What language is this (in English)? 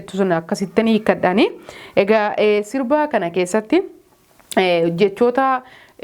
Oromo